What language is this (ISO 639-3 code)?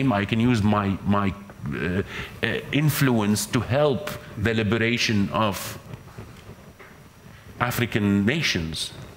eng